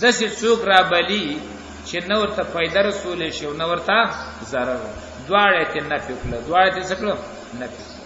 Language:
Pashto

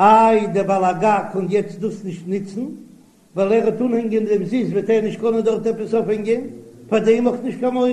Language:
Yiddish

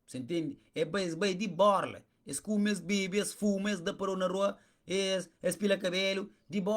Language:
Kabuverdianu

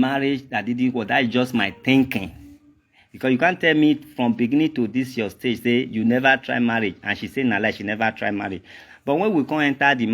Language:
Nigerian Pidgin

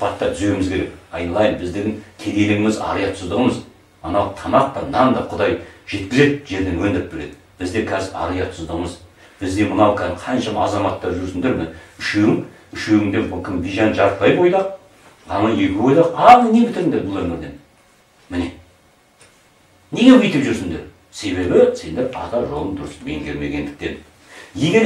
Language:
Kazakh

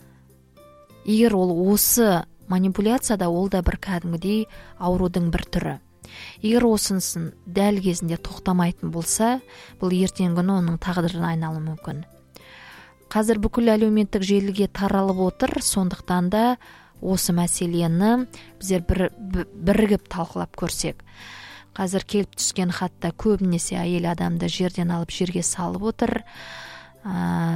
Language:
Kazakh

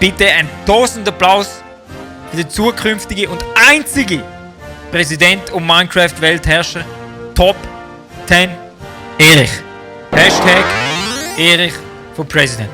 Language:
Swiss German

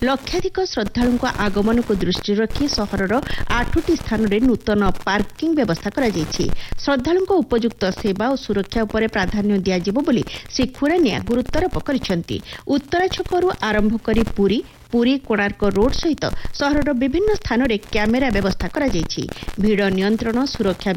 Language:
Odia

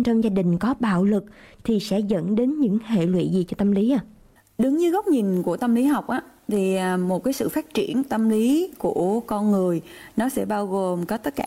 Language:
Vietnamese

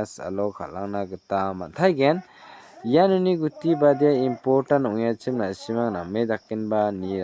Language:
Garo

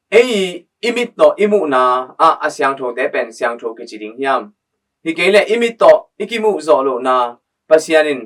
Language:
Tedim Chin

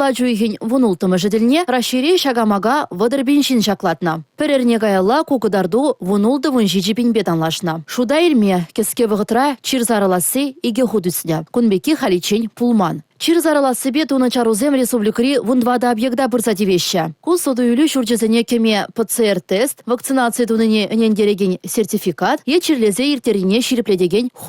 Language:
Chuvash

